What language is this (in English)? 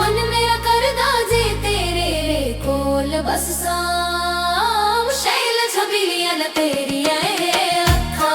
Dogri